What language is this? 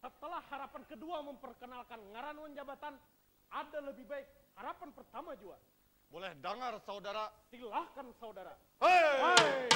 Banjar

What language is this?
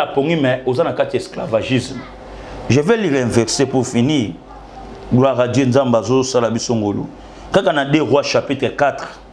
Lingala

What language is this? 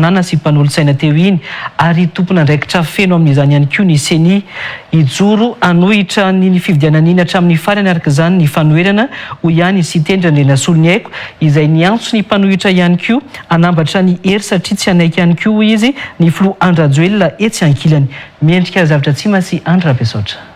Malagasy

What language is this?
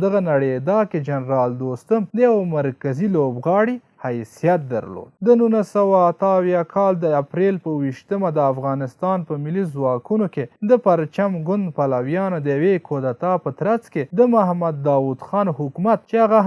Pashto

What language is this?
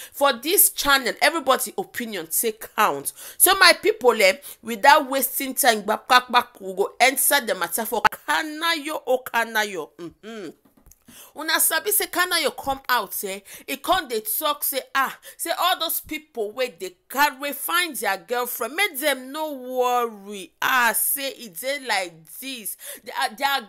Nigerian Pidgin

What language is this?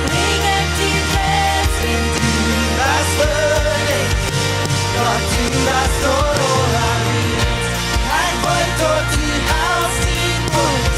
Plautdietsch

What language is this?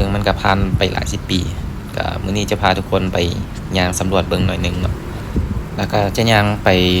Lao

